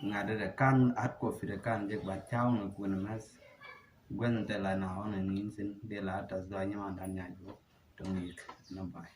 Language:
Nuer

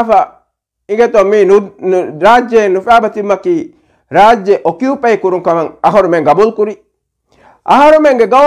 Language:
Divehi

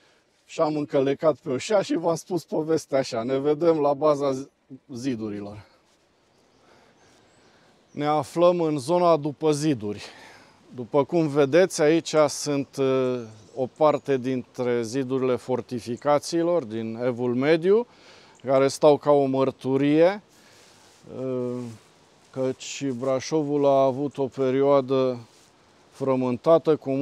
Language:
Romanian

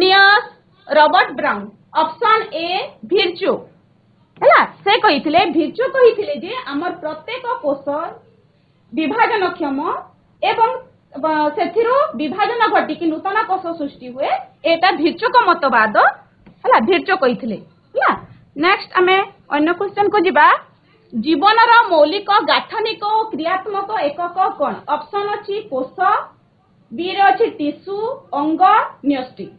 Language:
Odia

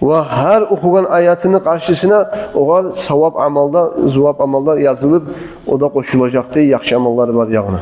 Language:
Kumyk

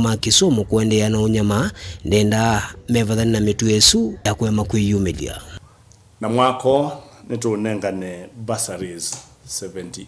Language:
Kamba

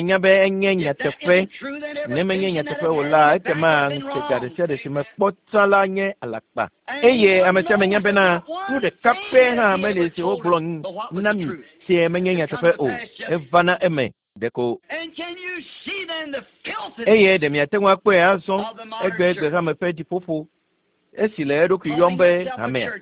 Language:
Ewe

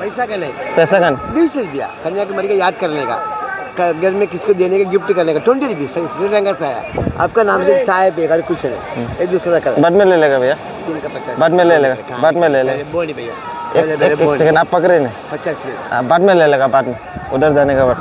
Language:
Dimasa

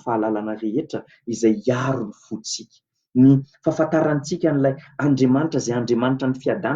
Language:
Malagasy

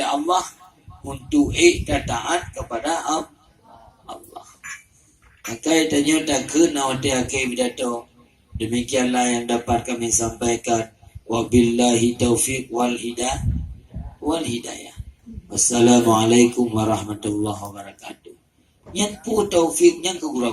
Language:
Achinese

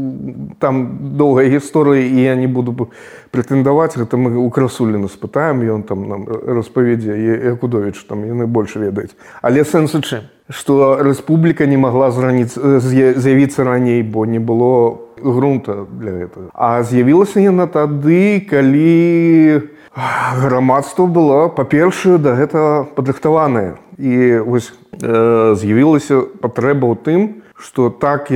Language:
Belarusian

